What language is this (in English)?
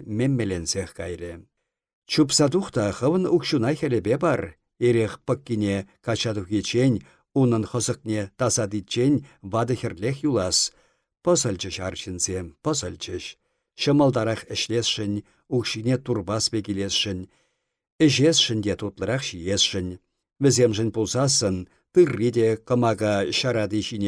Chuvash